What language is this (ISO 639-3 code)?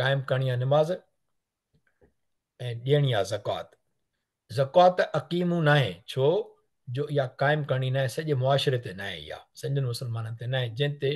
snd